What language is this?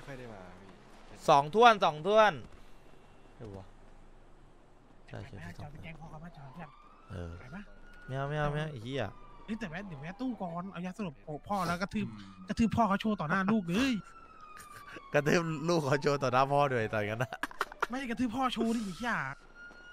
Thai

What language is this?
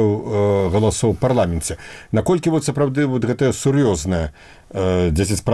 Belarusian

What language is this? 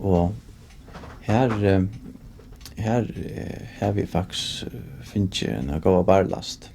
Faroese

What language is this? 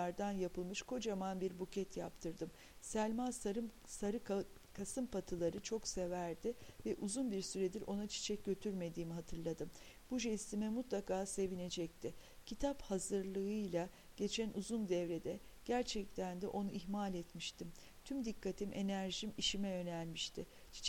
Turkish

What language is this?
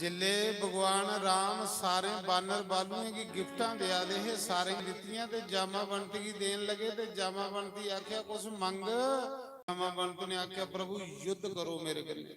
Dogri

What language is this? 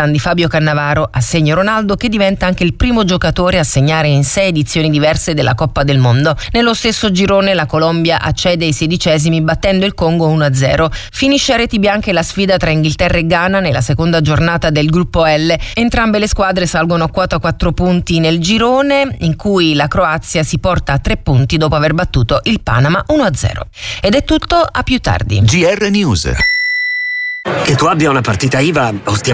Italian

